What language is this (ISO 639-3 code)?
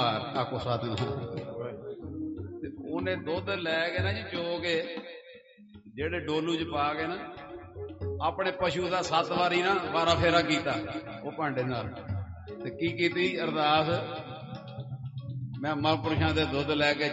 pan